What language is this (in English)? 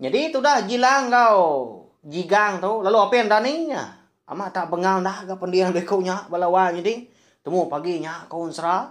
Iban